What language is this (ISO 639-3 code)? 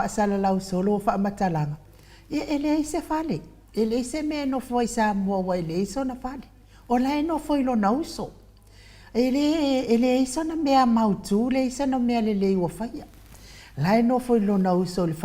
smo